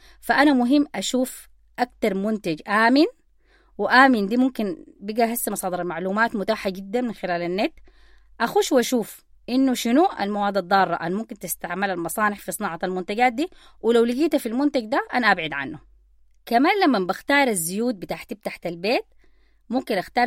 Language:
Sudanese Arabic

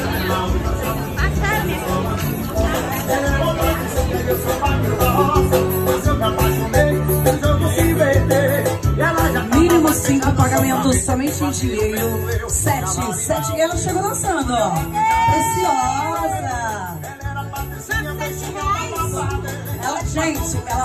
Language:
Portuguese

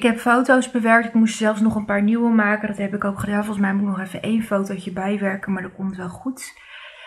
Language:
Dutch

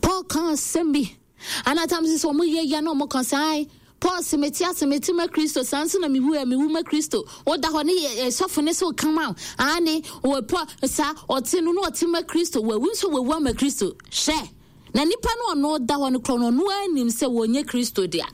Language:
Akan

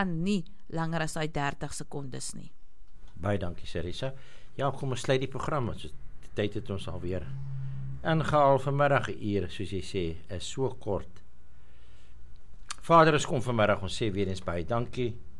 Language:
Afrikaans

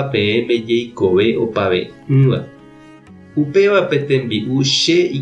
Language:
Guarani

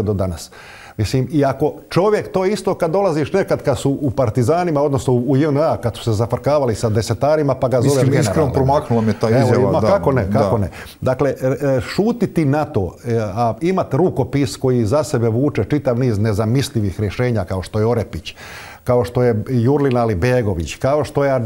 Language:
Croatian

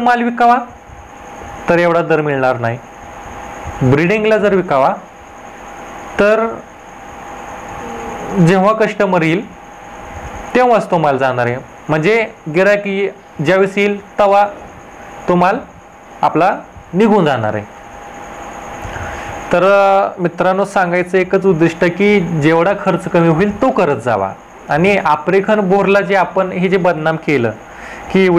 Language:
Marathi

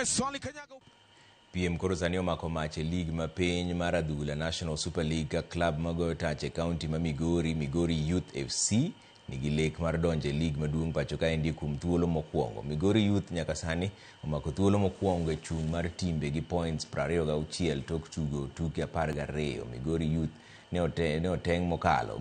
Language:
Luo (Kenya and Tanzania)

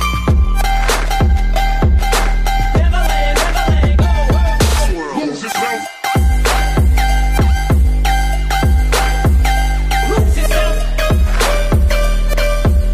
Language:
English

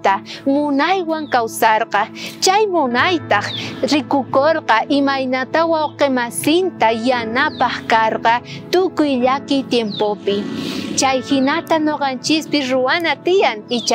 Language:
South Bolivian Quechua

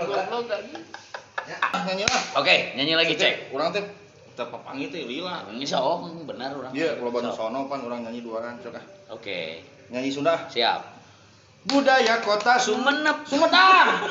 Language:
Sundanese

